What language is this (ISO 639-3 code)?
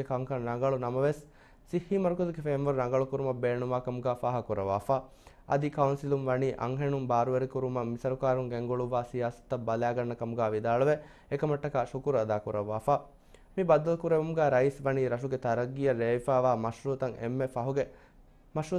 div